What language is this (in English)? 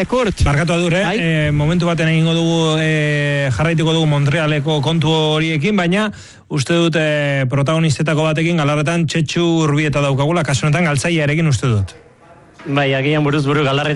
Basque